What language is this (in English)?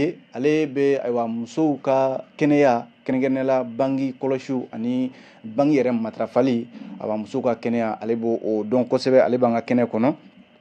Bambara